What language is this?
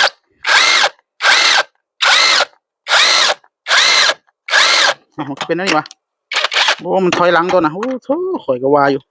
Northeastern Thai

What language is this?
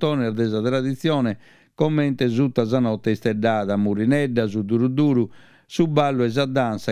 Sardinian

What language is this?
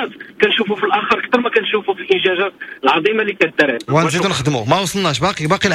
Moroccan Arabic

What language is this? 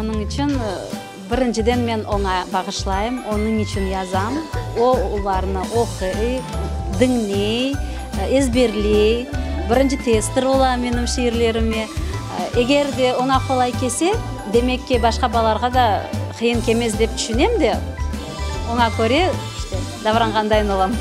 Crimean Tatar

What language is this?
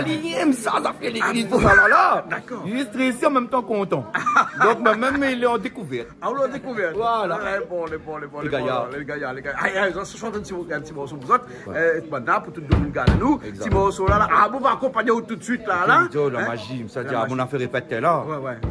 Réunion Creole French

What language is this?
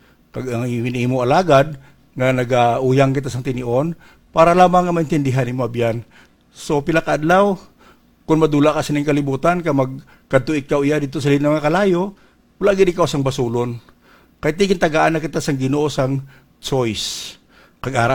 Hiligaynon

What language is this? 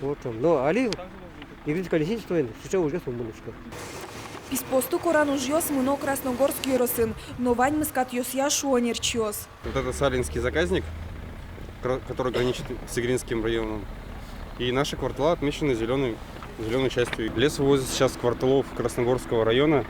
Udmurt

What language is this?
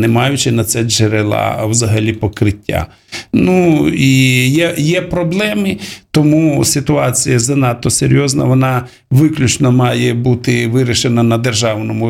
Ukrainian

